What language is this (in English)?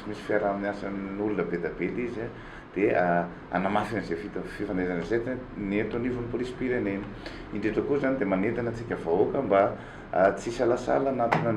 Malagasy